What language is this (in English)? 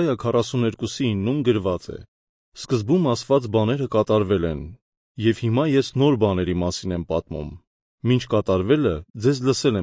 Armenian